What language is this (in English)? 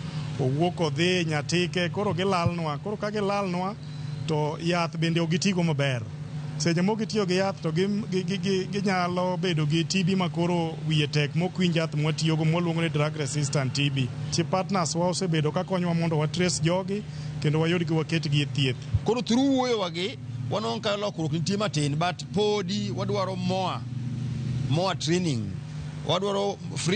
Luo (Kenya and Tanzania)